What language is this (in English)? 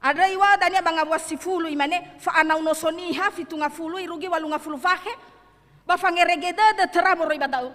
Nias